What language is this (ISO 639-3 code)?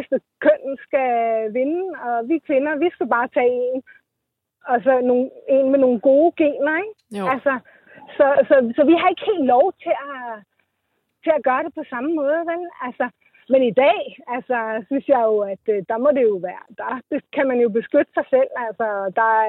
dan